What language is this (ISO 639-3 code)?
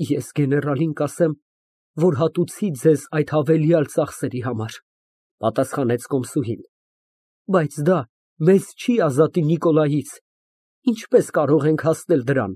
hye